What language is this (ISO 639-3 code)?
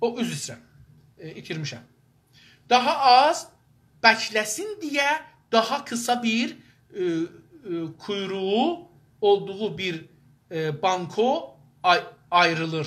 azb